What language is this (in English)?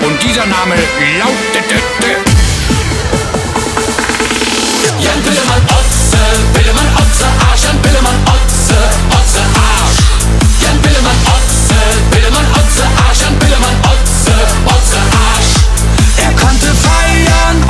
German